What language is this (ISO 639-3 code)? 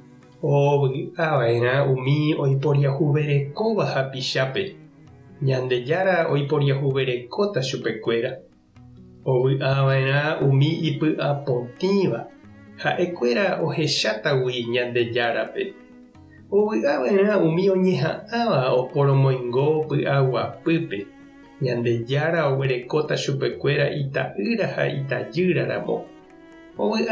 grn